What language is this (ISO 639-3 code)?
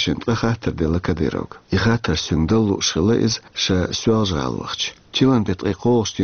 che